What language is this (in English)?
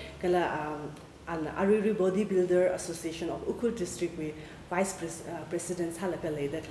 Tangkhul Naga (India)